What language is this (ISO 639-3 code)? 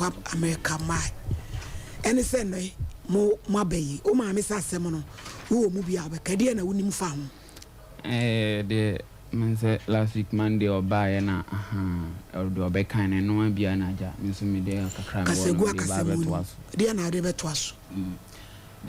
aka